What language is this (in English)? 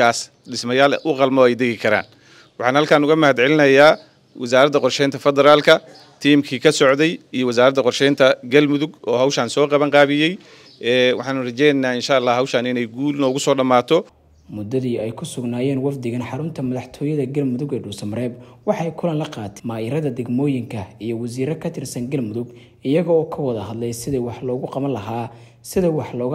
Somali